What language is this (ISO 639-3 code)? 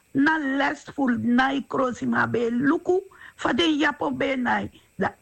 srn